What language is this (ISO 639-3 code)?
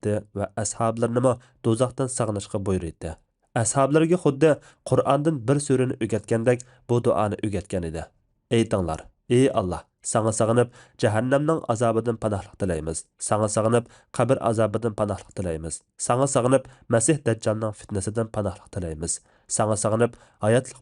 uig